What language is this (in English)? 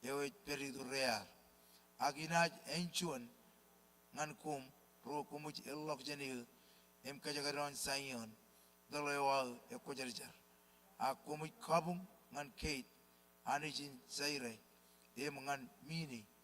Marshallese